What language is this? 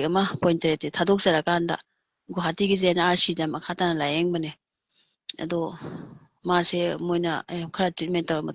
Manipuri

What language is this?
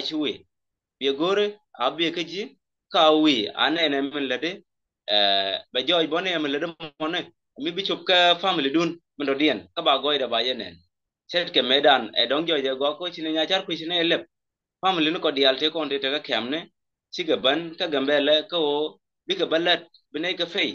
Nuer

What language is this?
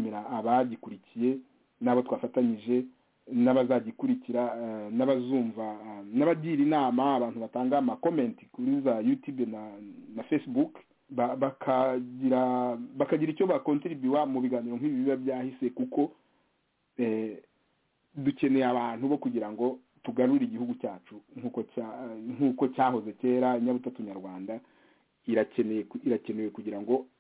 Kinyarwanda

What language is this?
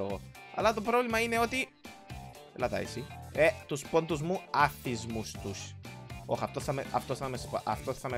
Greek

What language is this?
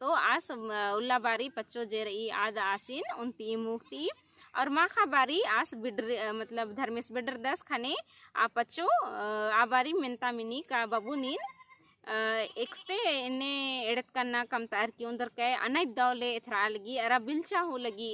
Kurukh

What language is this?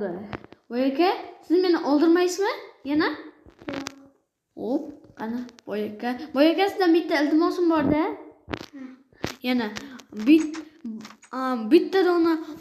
Uzbek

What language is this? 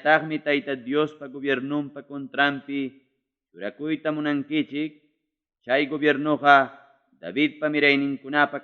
Ayacucho Quechua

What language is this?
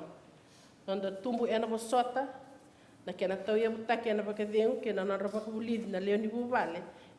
Fijian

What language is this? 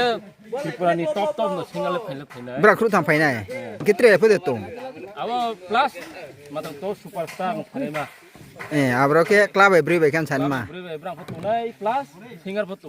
Riang (India)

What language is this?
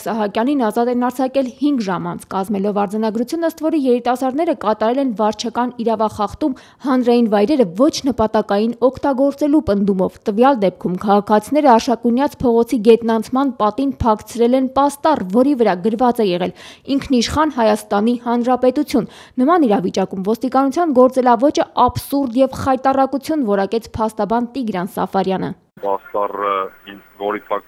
Armenian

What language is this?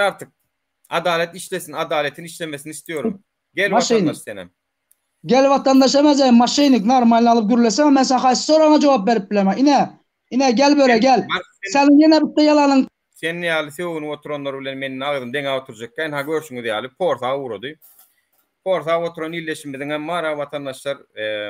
Turkmen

